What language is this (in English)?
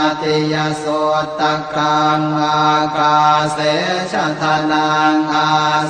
Pali